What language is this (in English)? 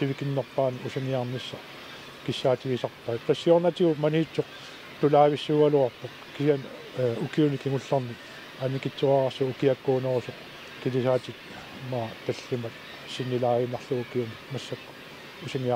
Kalaallisut